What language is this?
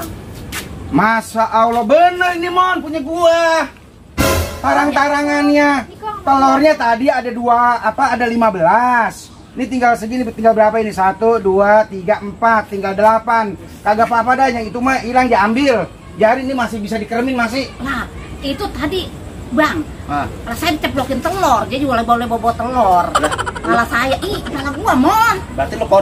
Betawi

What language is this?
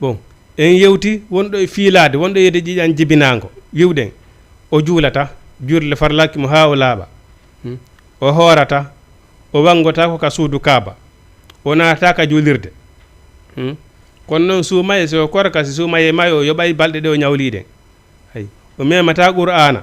Fula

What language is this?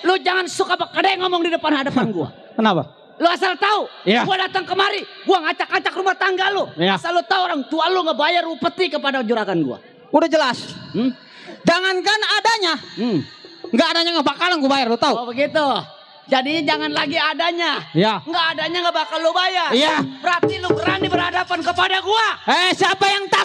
Betawi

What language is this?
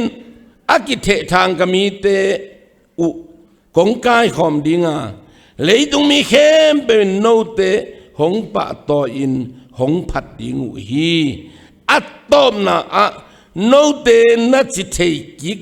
Tedim Chin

